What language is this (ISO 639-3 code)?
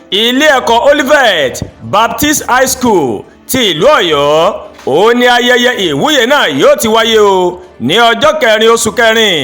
yor